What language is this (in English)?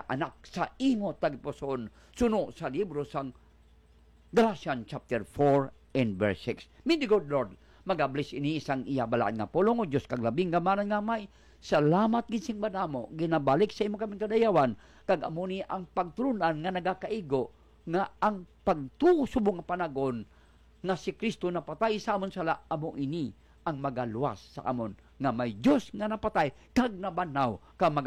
Hiligaynon